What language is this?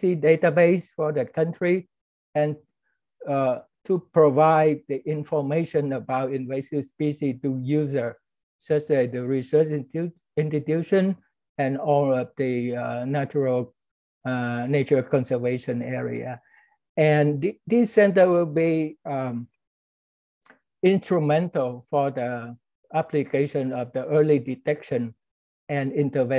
English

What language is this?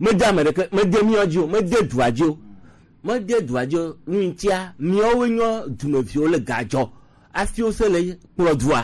Gen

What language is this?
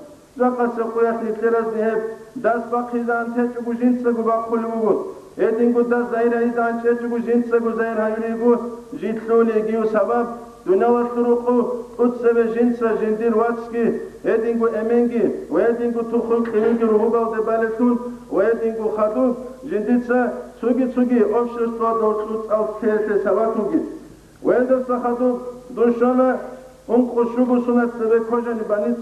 Avaric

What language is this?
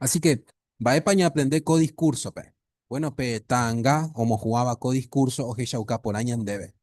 Guarani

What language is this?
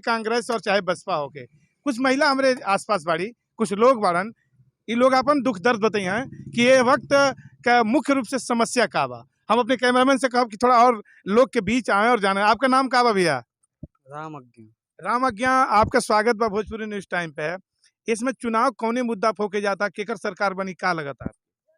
Bhojpuri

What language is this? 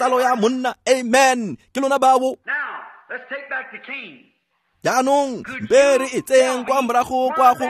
Tswana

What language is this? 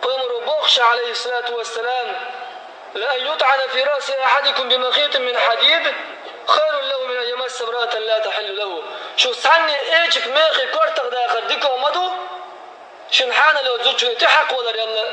Chechen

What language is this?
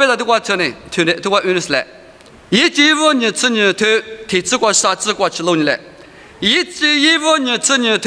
Lisu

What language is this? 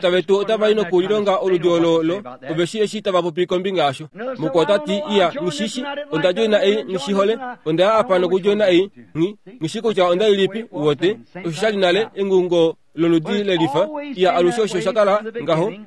Kuanyama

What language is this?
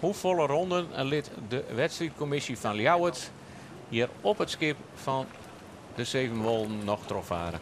Western Frisian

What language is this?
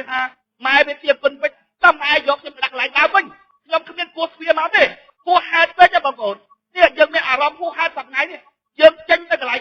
Khmer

